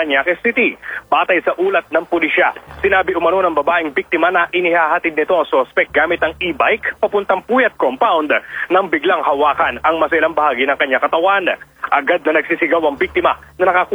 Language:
Filipino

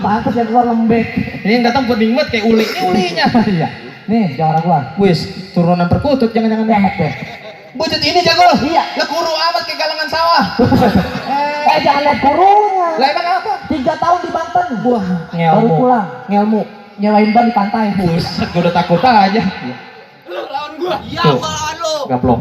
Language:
Betawi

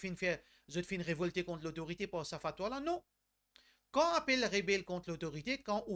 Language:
Morisyen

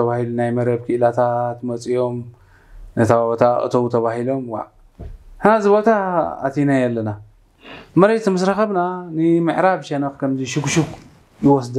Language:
Tigrinya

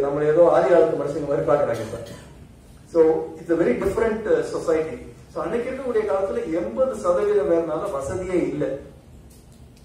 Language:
Tamil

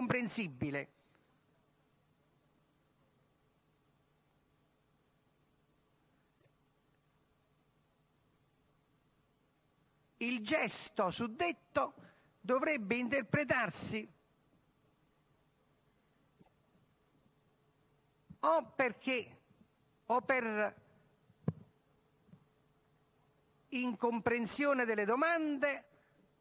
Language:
Italian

